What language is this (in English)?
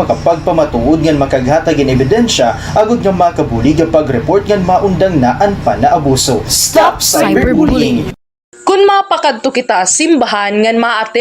Waray